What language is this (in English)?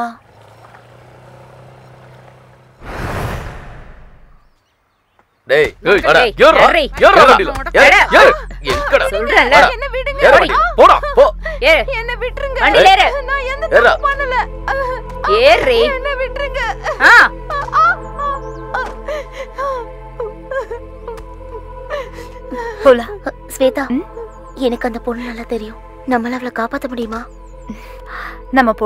Tamil